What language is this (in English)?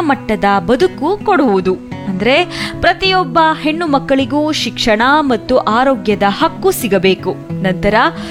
Kannada